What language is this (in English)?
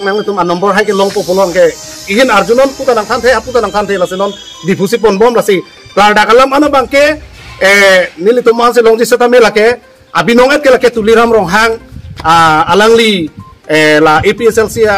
Karbi